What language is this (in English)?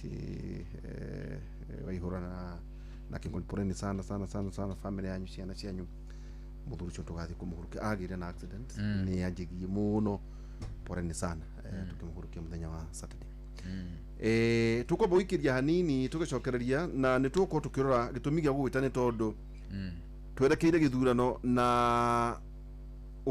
Kikuyu